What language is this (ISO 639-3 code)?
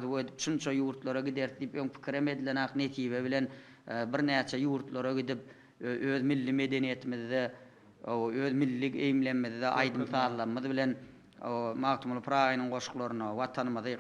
tuk